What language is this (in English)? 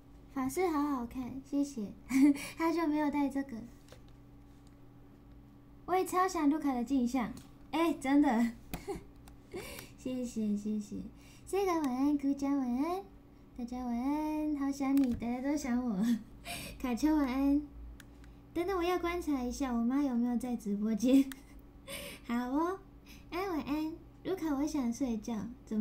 Chinese